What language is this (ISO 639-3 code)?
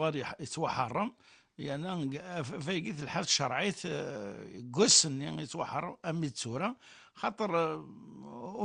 kab